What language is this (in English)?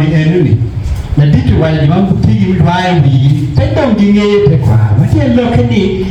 Acoli